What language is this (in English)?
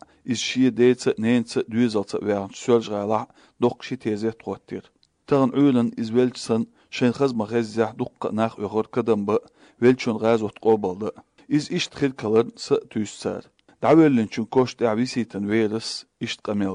Chechen